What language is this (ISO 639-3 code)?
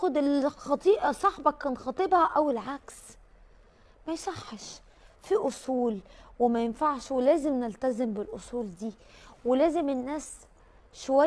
arz